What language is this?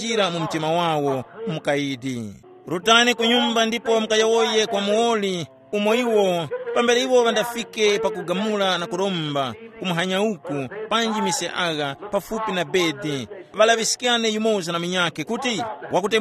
Tumbuka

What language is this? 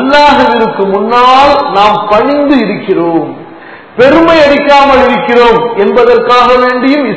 Tamil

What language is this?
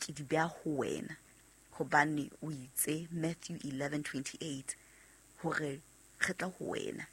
Southern Sotho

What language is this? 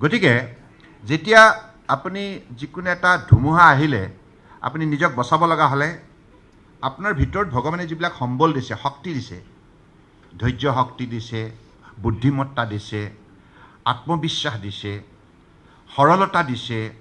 Assamese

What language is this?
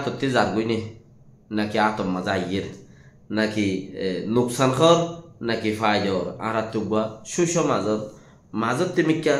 Rohingya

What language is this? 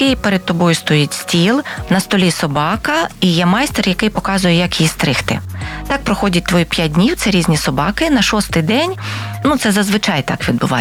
Ukrainian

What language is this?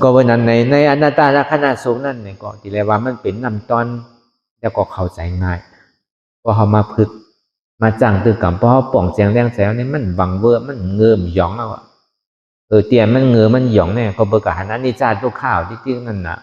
Shan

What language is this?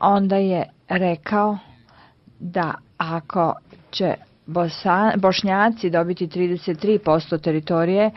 Bosnian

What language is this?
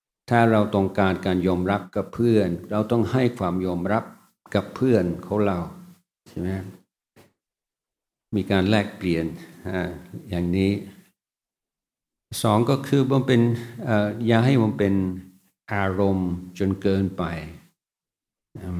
Thai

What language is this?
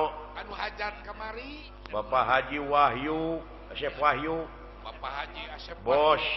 Sundanese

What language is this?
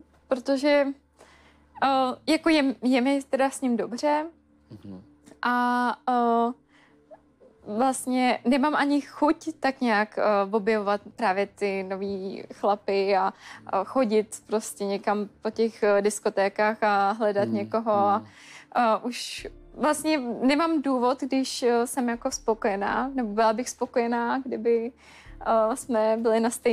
Czech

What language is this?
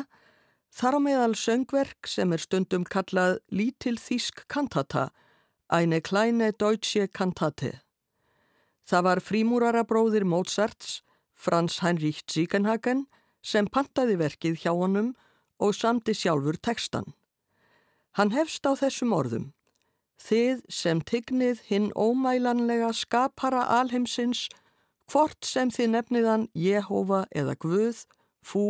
Icelandic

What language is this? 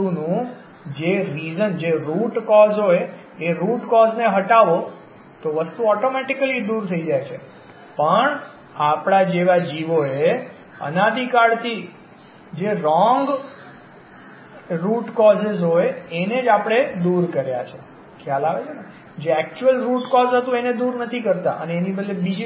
Gujarati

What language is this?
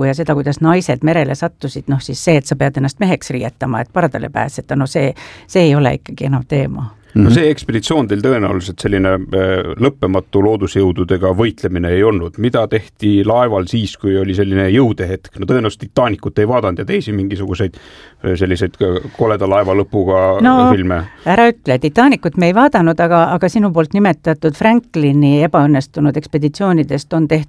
Estonian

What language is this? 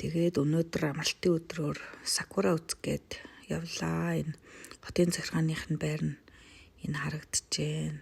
Mongolian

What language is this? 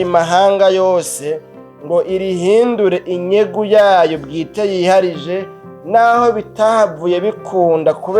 Rundi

